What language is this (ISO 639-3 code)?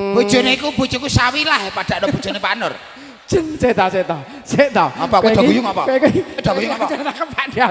jav